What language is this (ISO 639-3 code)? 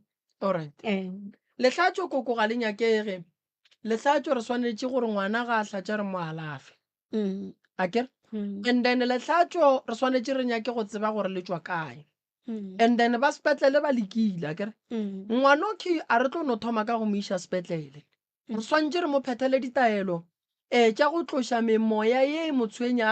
nso